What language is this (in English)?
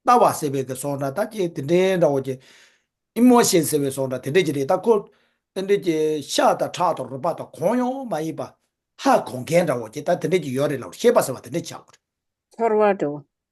Tibetan